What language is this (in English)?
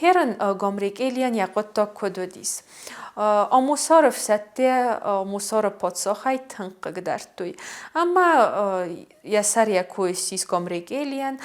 Ossetic